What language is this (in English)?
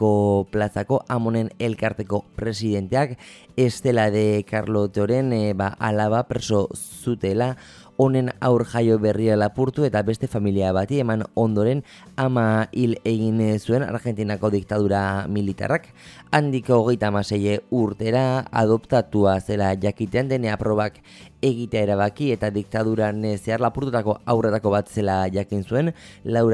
Basque